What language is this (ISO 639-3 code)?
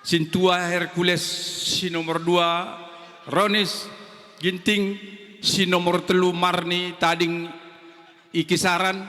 btx